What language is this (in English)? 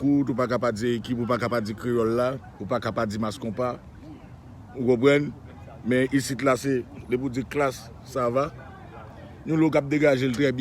Haitian Creole